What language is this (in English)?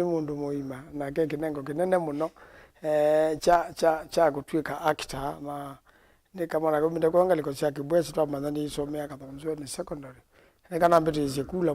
Kamba